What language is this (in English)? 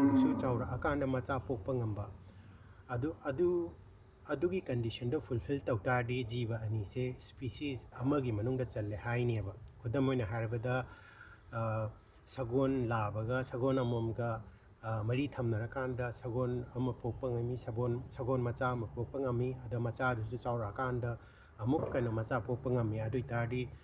Manipuri